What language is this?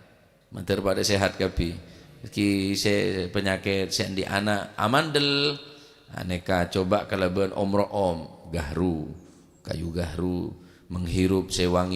Madurese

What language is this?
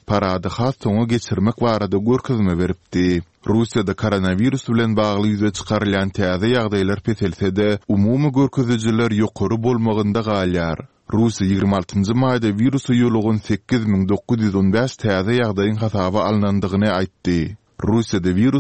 Turkmen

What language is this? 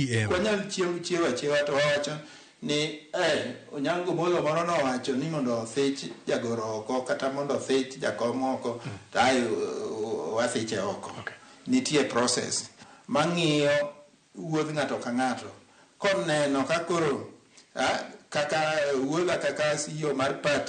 Luo (Kenya and Tanzania)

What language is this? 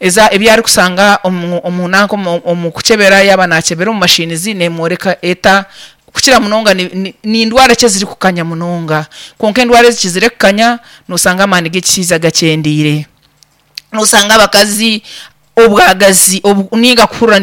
Nyankole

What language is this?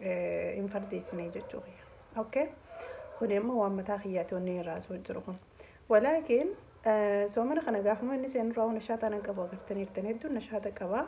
Oromo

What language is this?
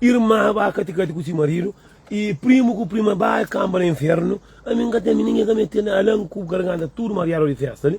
Kabuverdianu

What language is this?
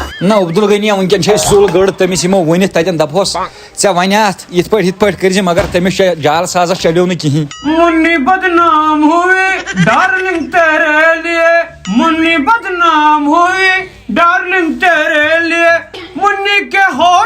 Kashmiri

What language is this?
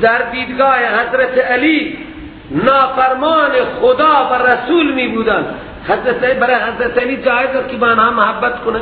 Persian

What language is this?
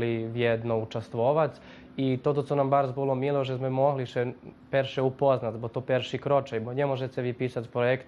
Rusyn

